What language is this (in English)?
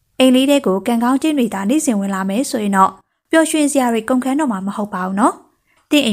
Burmese